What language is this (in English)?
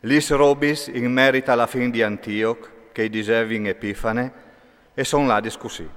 Friulian